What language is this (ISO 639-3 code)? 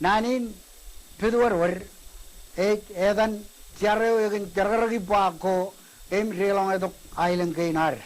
mah